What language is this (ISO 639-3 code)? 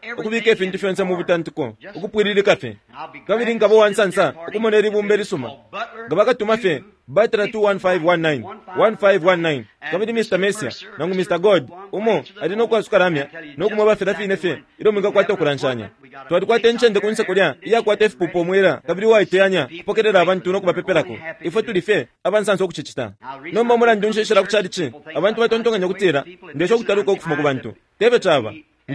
bem